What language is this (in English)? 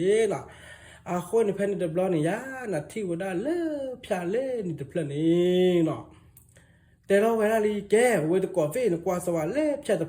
S'gaw Karen